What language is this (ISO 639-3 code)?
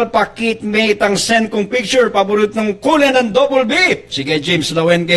pam